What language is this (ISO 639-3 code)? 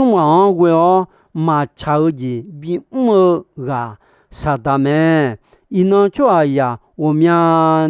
ahk